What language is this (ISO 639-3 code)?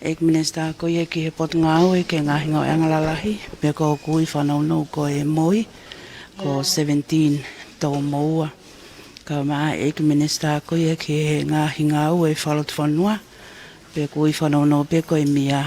ton